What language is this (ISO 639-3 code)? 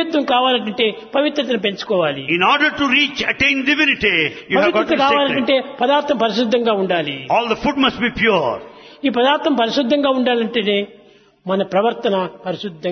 tel